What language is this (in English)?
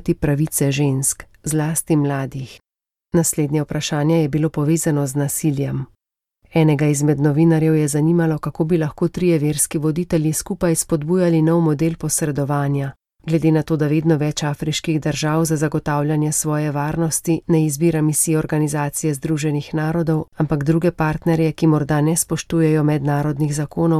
Slovenian